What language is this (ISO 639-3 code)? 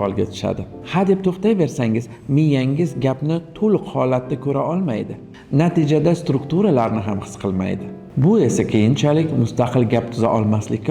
uzb